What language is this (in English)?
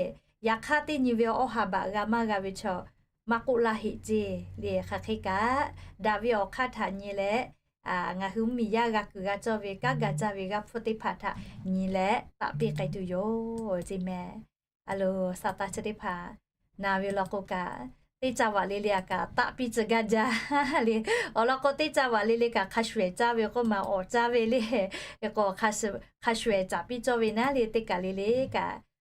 Lahu